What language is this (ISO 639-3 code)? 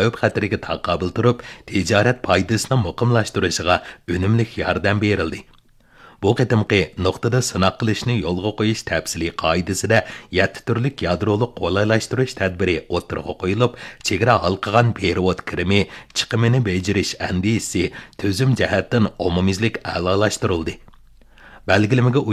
uig